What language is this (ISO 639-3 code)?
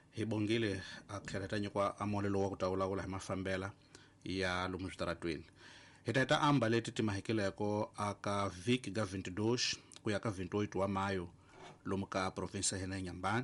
tso